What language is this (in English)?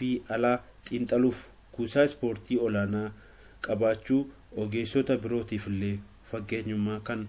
Oromo